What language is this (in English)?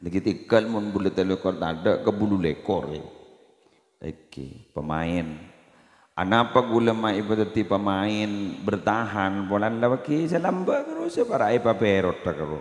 Madurese